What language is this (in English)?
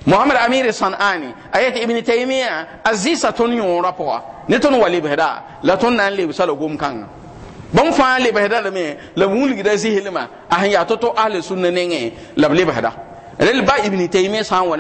Mossi